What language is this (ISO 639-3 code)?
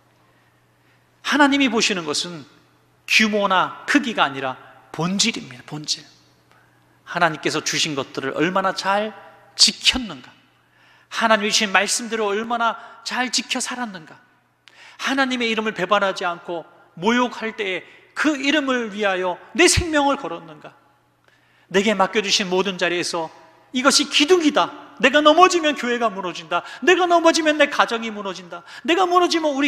kor